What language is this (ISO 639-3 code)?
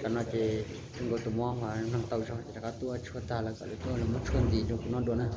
hmn